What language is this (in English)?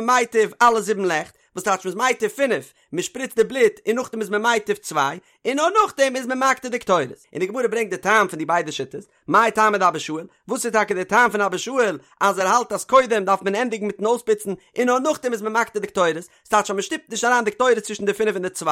Yiddish